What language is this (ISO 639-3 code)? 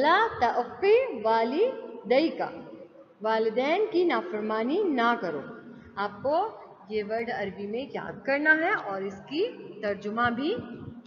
urd